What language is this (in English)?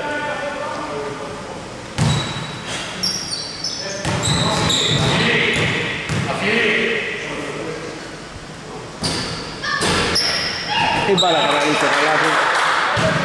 Greek